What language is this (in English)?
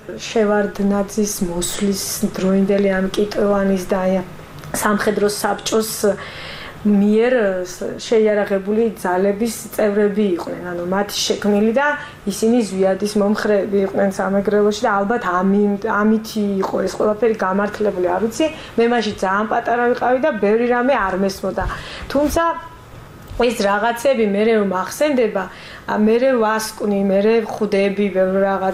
Georgian